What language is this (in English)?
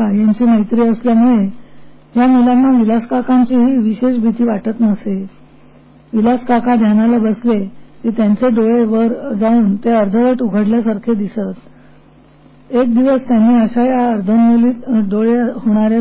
Marathi